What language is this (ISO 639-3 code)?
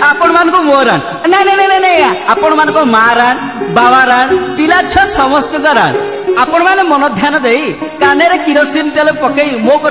ori